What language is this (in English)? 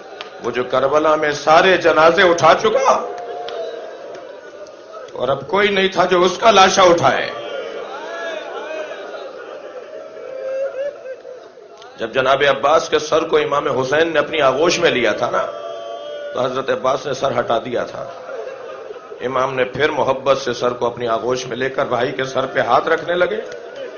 Urdu